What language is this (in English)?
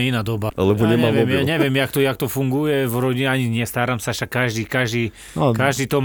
Slovak